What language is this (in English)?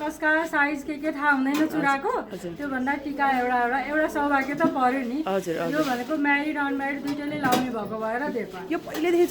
Nepali